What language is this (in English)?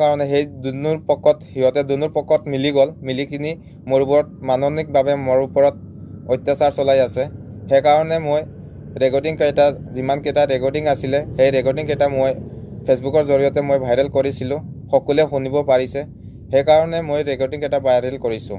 Assamese